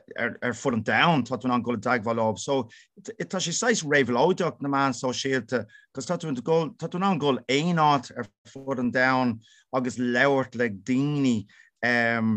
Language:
Irish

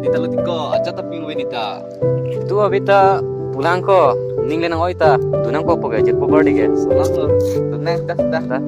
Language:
Karbi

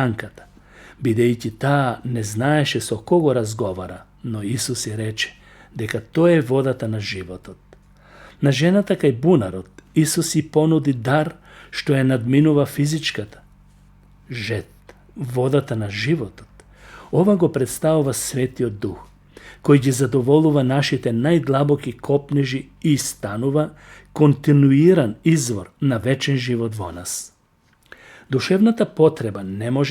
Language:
Macedonian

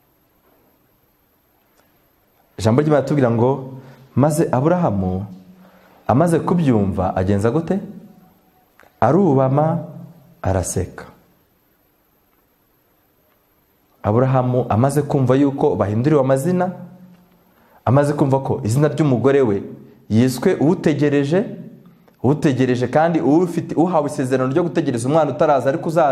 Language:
Kinyarwanda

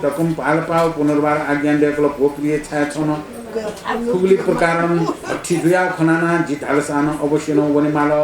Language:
Newari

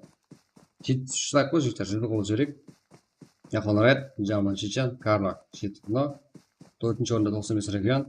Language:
Kara-Kalpak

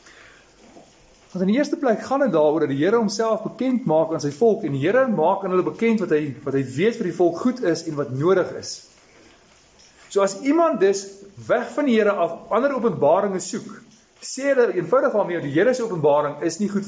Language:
Afrikaans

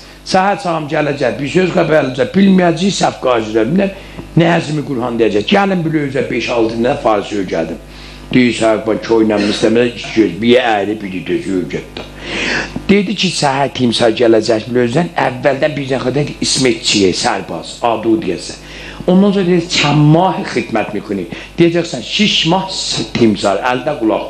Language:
South Azerbaijani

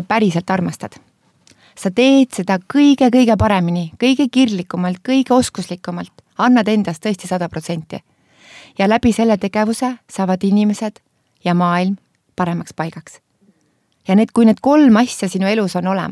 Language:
Estonian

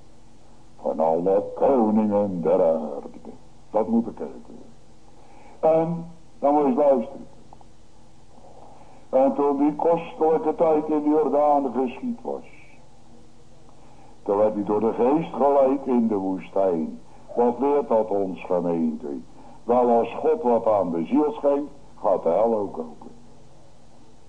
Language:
Dutch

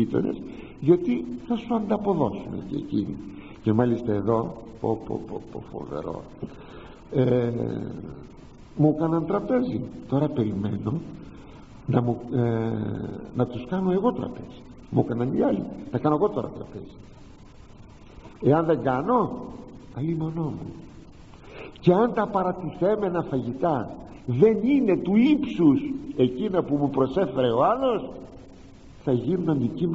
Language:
Greek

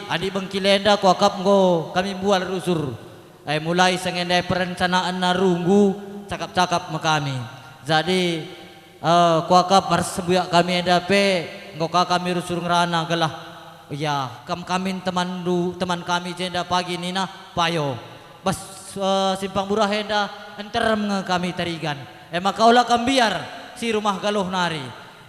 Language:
Batak Karo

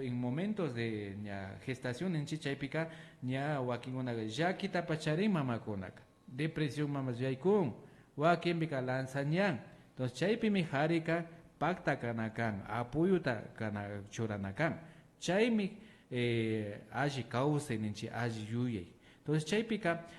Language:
Imbabura Highland Quichua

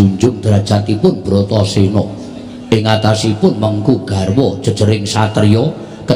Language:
Javanese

